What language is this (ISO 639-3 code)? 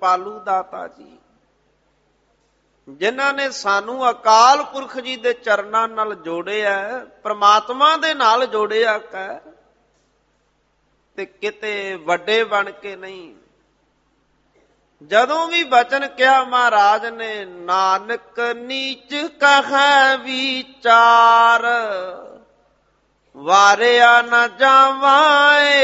pan